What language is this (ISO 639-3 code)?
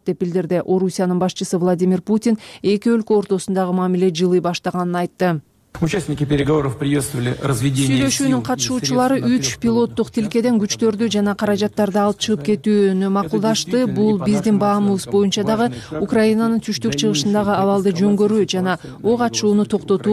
kir